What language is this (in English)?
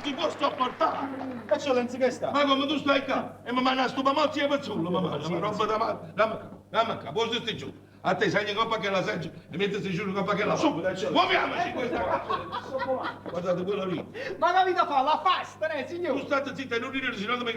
Neapolitan